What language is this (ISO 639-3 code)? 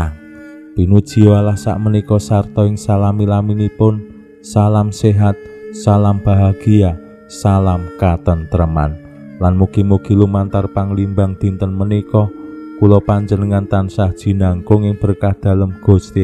jav